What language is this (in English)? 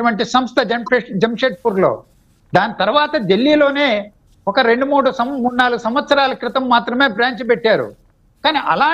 Telugu